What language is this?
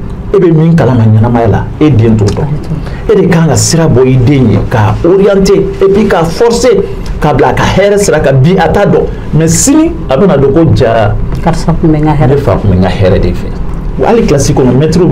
Bambara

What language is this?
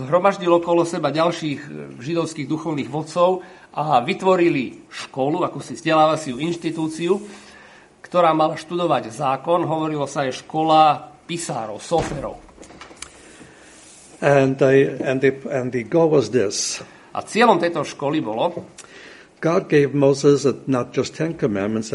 Slovak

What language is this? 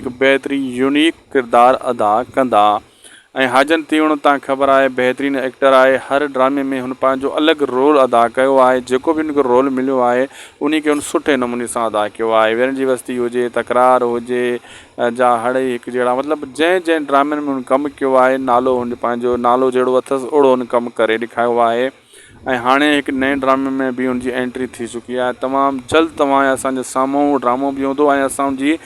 Sindhi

